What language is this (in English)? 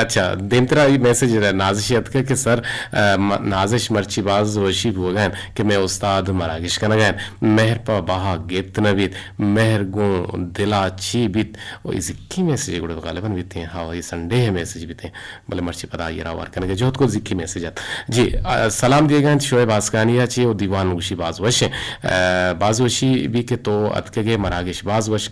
Eastern Balochi